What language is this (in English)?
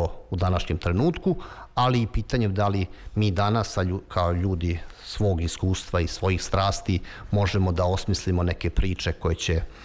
Serbian